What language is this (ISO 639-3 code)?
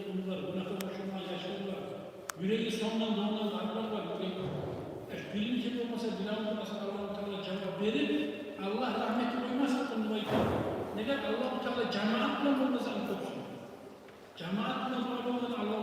kum